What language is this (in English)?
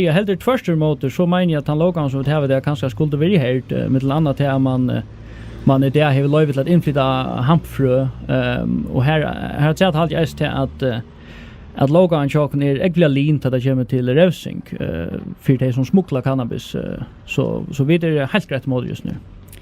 Faroese